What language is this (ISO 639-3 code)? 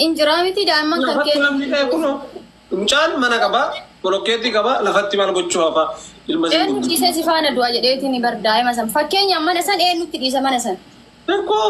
orm